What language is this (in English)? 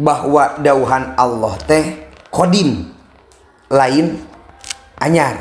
Sundanese